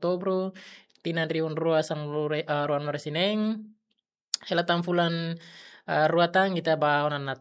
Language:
Tetum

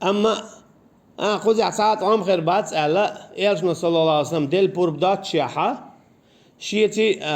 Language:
Chechen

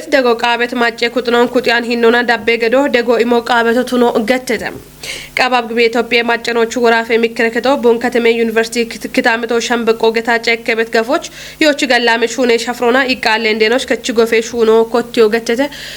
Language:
Kafa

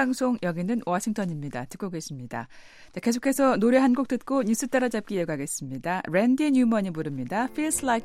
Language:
Korean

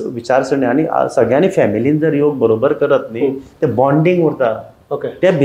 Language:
Konkani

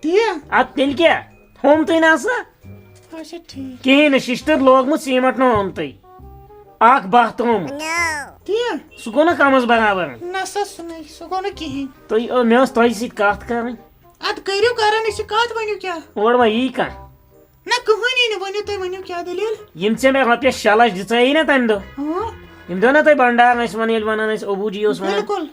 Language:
Kashmiri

